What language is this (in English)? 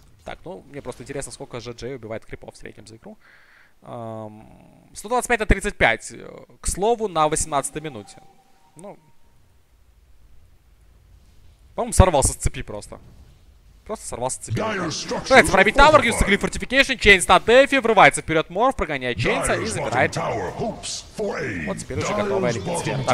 Russian